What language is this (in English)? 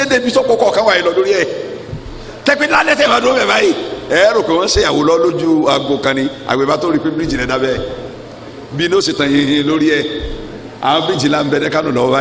Yoruba